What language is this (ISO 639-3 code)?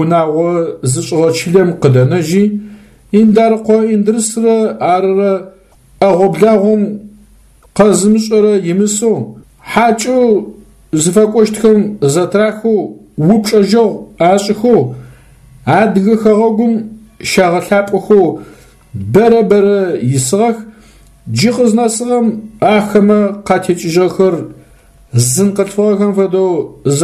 ady